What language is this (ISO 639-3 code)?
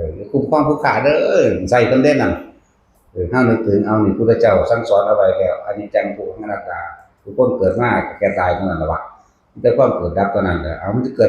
tts